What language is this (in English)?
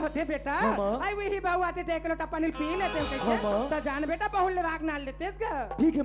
Chhattisgarhi